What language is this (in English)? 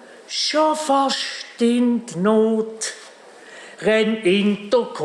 Swiss German